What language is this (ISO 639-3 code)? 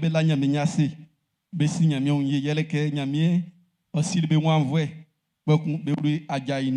bci